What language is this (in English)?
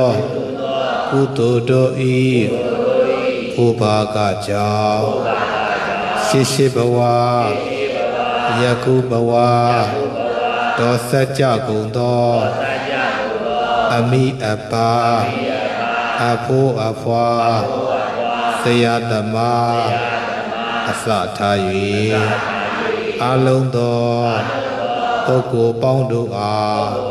Burmese